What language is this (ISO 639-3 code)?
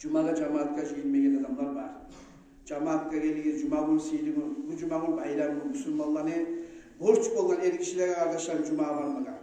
kum